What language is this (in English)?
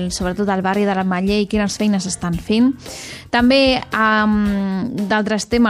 Catalan